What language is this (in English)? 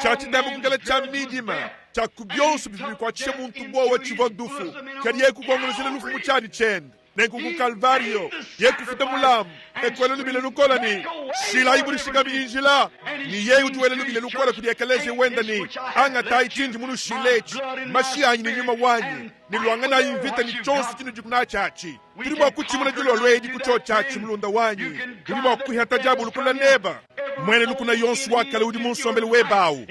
Luba-Lulua